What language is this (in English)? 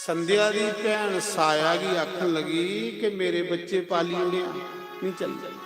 Dogri